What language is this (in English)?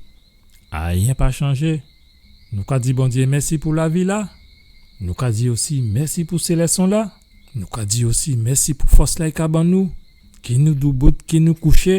Guadeloupean Creole French